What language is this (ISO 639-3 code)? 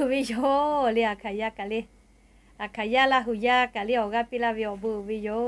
lhu